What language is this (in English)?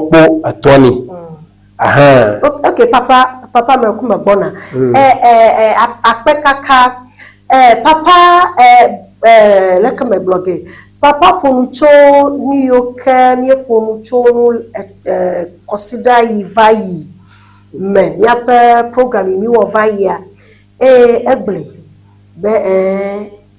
Ewe